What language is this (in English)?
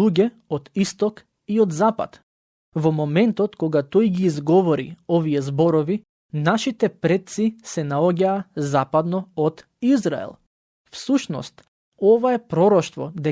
Macedonian